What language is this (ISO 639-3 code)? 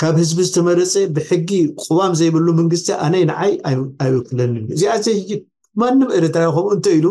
tir